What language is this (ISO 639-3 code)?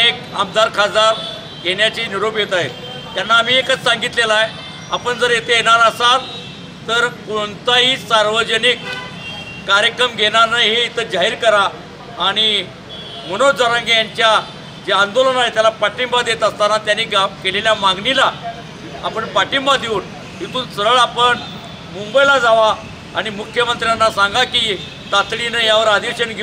mar